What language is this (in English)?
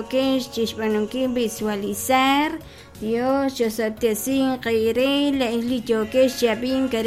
Kekchí